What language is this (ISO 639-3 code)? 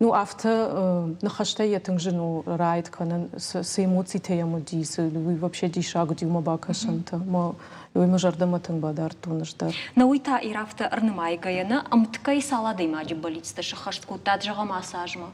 oss